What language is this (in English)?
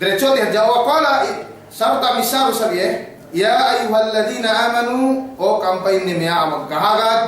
Yakan